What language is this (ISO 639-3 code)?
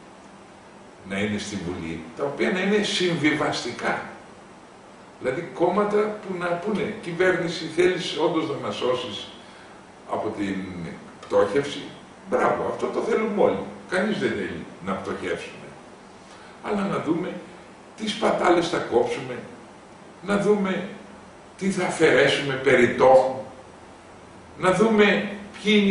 ell